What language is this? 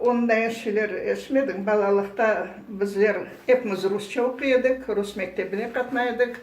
Crimean Tatar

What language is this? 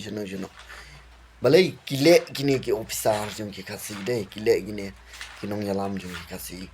Khasi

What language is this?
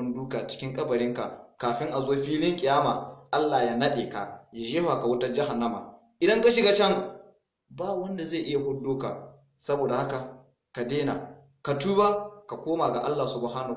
Hausa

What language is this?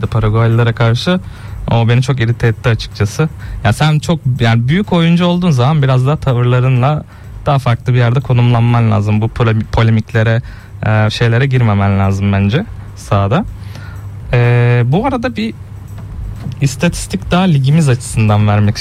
Turkish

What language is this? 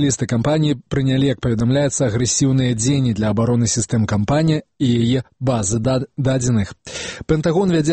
Belarusian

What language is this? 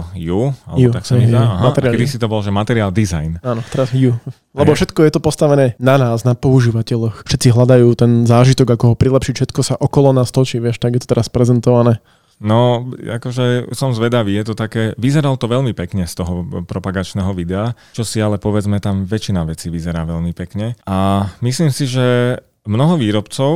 Slovak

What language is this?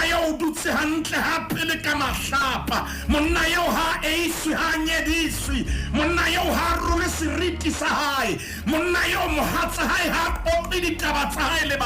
Southern Sotho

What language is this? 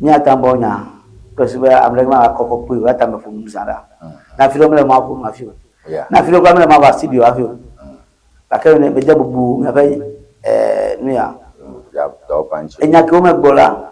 Ewe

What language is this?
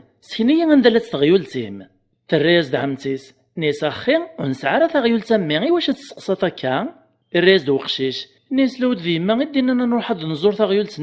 Kabyle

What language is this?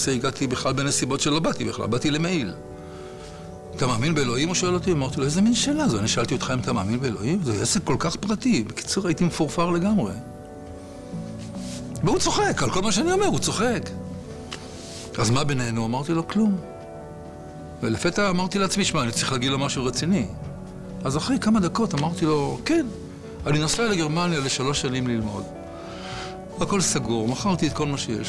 Hebrew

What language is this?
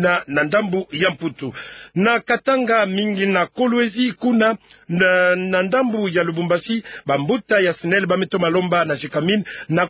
Kituba (Democratic Republic of Congo)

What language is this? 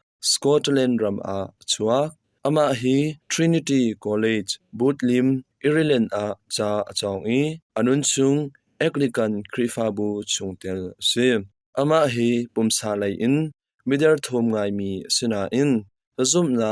Hakha Chin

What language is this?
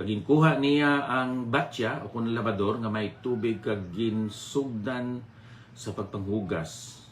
Hiligaynon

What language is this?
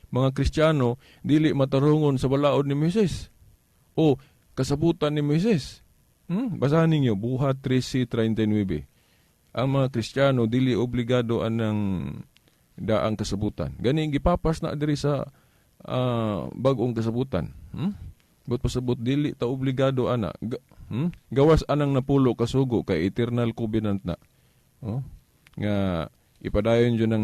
Cebuano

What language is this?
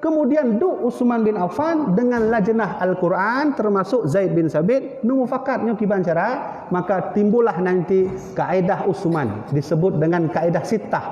Achinese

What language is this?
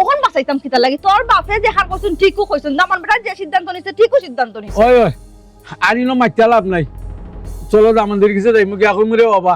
Sylheti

